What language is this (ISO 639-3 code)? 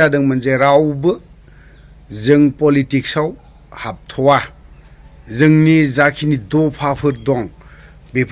brx